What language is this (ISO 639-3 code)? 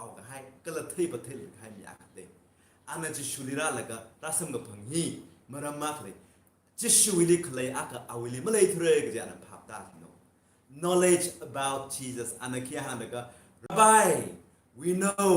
nmf